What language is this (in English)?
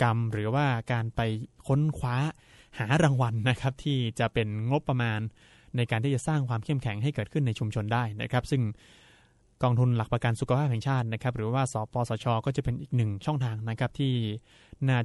Thai